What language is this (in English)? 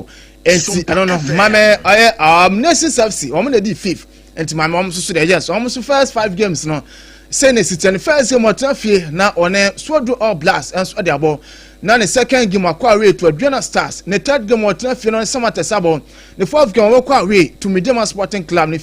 Akan